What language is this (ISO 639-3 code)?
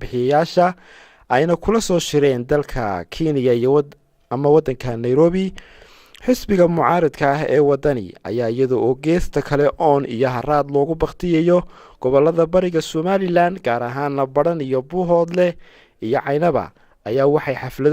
som